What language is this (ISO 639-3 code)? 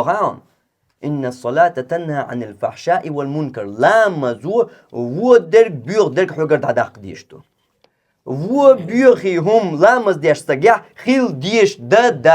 che